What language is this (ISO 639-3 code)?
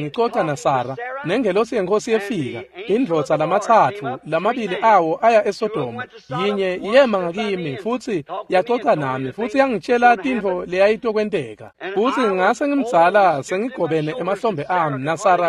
ssw